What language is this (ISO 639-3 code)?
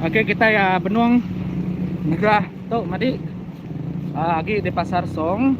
iba